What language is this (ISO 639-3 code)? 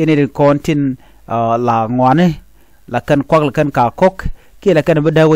nus